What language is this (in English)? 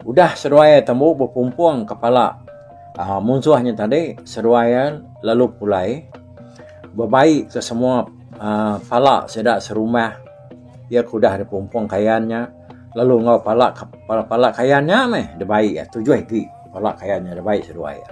Iban